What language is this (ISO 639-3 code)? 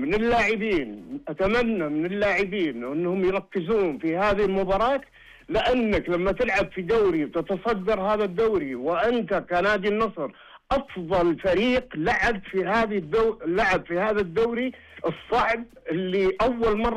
ars